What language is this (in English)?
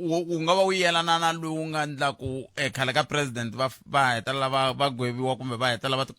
Tsonga